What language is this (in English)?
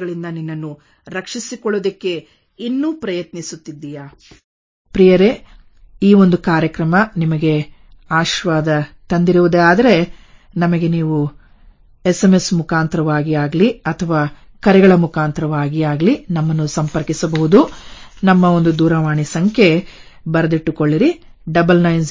Kannada